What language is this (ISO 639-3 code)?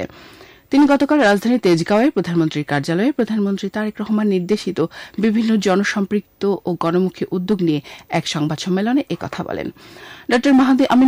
ben